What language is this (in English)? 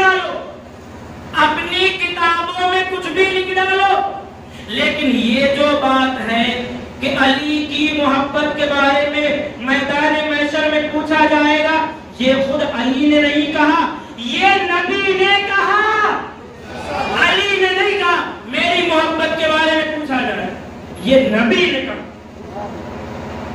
Urdu